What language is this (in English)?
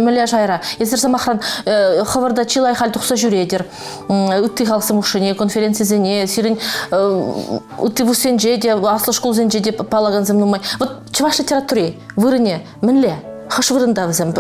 Chuvash